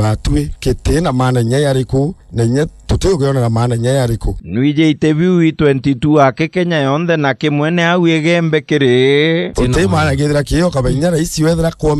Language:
Meru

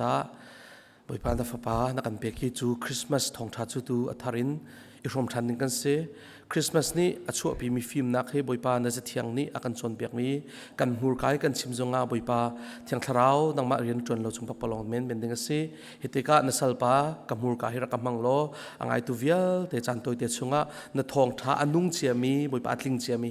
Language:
Hakha Chin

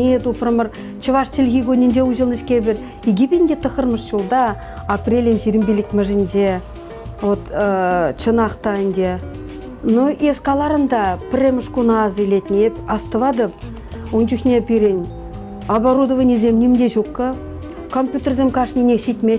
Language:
Chuvash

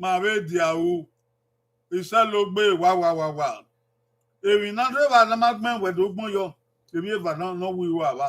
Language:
Bini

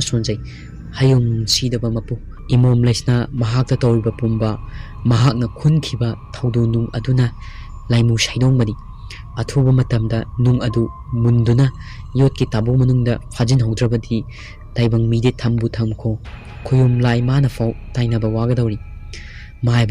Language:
Manipuri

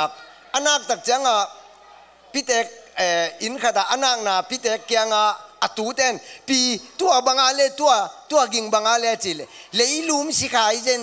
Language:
Tedim Chin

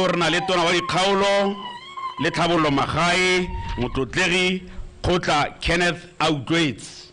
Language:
Tswana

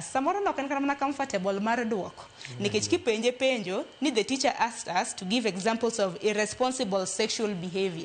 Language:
Luo (Kenya and Tanzania)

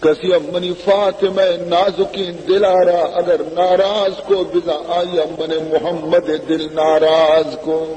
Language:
Baluchi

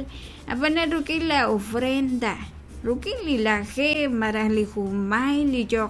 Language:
Kekchí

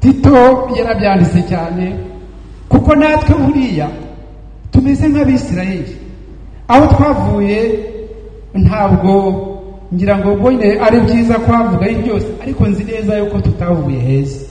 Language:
Kinyarwanda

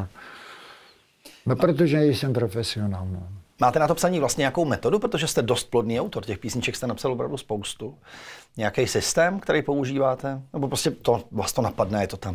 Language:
Czech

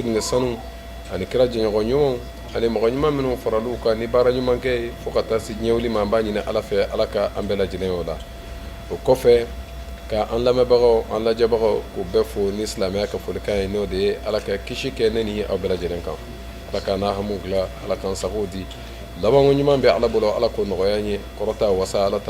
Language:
Bambara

